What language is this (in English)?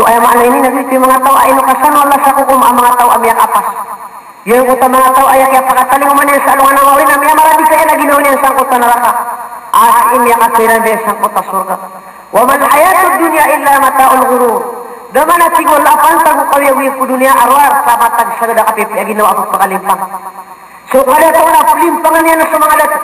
Maranao